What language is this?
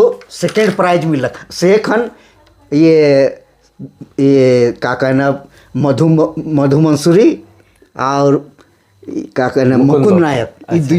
Sadri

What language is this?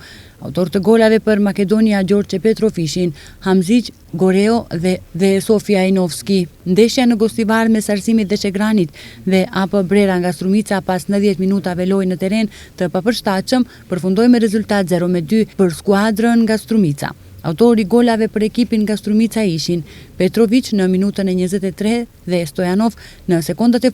Albanian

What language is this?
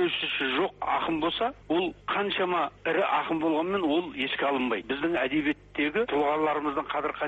Kazakh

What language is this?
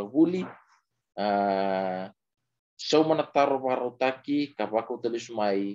Fijian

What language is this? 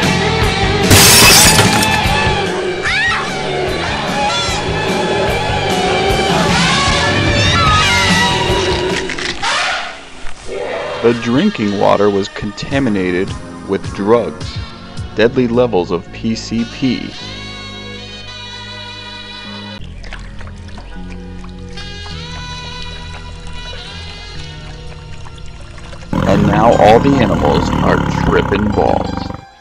English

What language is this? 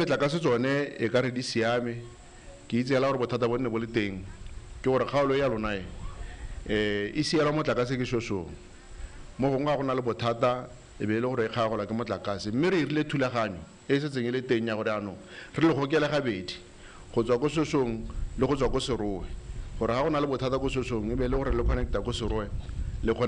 Tswana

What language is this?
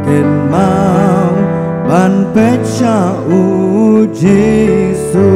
Khasi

